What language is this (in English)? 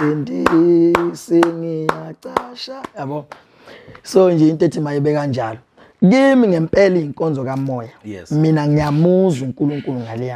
Zulu